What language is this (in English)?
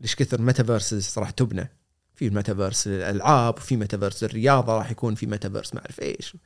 Gulf Arabic